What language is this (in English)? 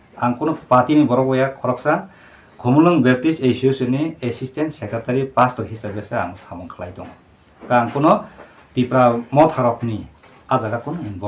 Kok Borok